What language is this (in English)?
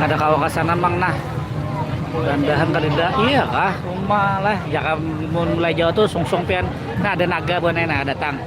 Banjar